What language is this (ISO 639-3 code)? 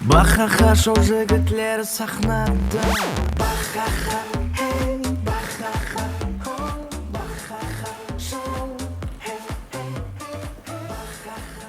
kaa